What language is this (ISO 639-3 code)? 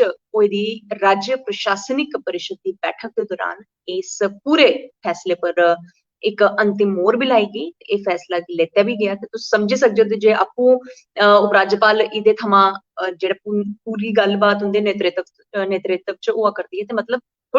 doi